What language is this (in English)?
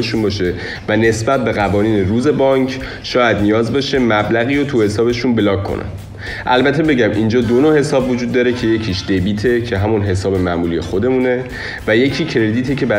Persian